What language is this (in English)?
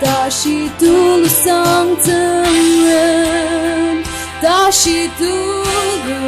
Ao Naga